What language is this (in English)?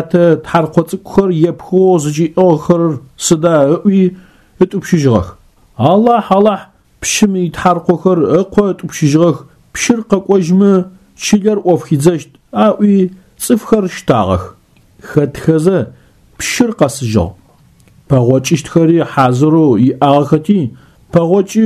Adyghe